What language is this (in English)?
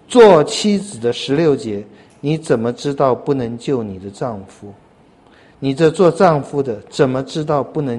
Chinese